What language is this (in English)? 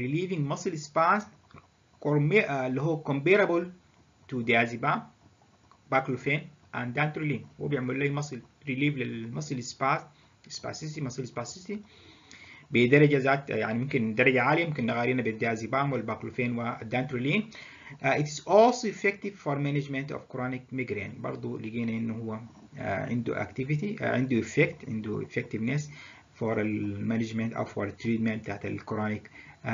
Egyptian Arabic